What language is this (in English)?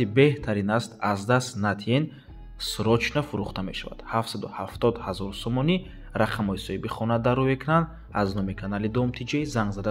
Tajik